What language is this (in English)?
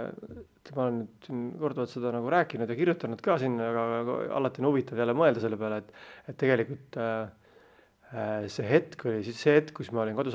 Estonian